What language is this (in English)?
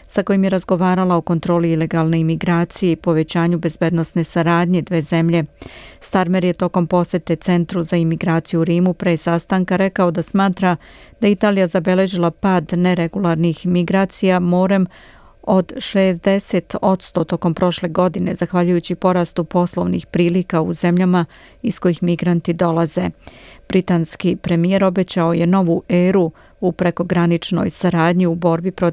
Serbian